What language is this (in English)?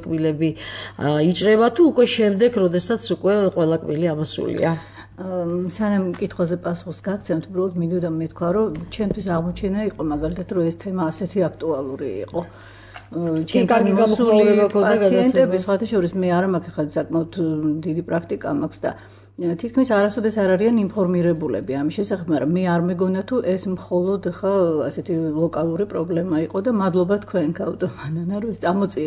Georgian